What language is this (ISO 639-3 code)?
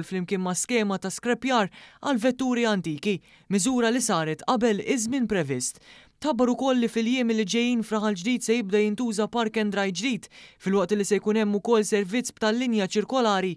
mlt